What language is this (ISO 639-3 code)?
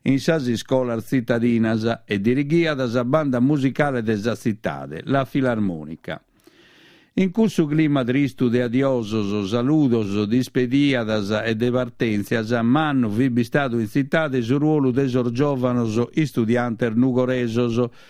srd